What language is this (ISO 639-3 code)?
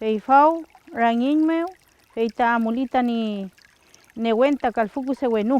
arn